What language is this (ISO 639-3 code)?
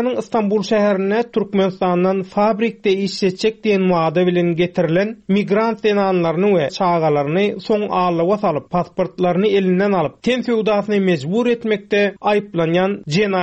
tuk